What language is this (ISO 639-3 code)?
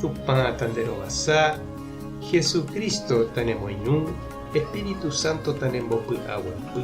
grn